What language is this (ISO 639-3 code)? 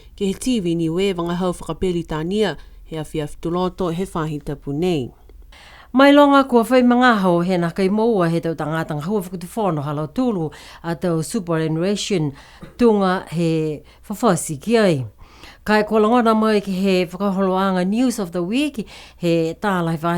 niu